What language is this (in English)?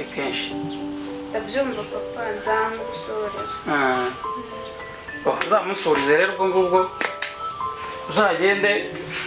Kinyarwanda